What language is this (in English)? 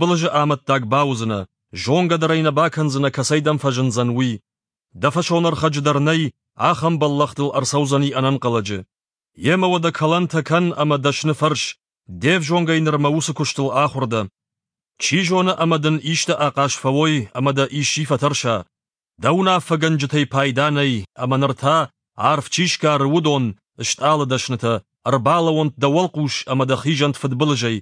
Ossetic